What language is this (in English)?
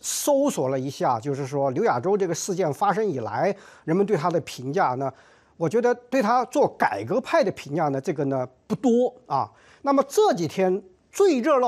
Chinese